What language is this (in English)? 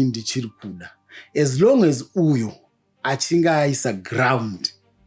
Shona